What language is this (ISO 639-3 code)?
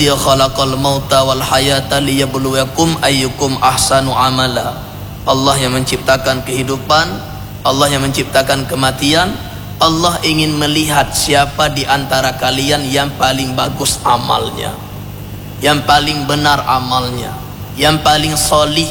ace